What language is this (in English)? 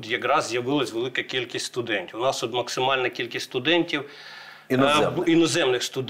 Ukrainian